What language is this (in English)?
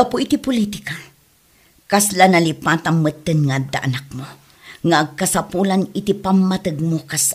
Iloko